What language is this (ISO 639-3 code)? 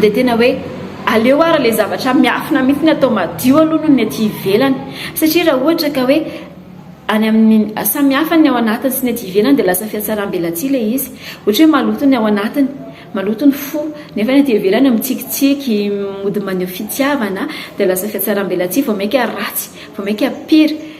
mlg